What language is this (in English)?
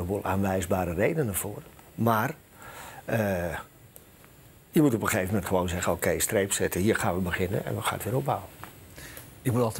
Dutch